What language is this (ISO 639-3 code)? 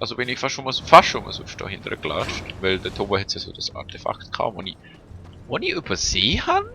gsw